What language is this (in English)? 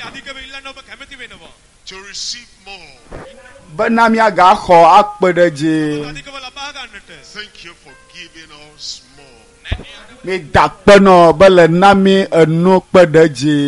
Ewe